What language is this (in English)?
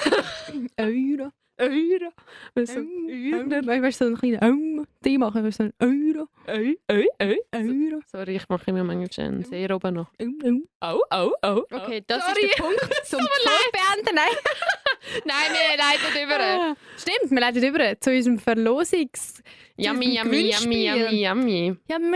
Swiss German